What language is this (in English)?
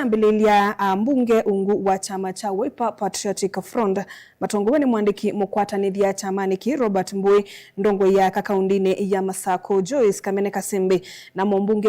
Kamba